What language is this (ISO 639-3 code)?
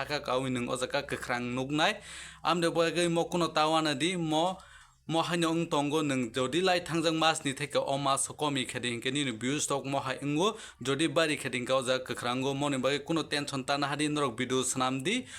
trp